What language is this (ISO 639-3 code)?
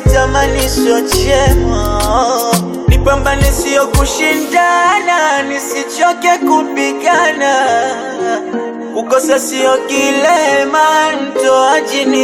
swa